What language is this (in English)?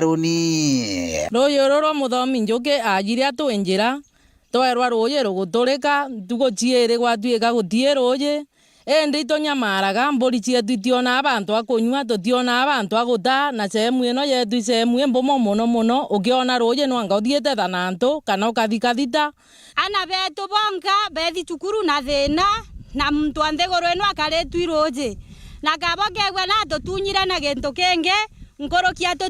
Meru